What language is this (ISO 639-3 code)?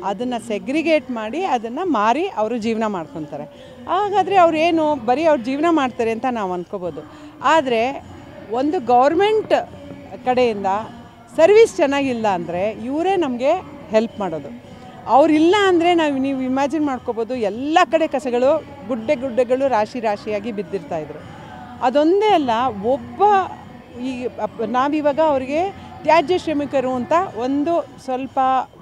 kan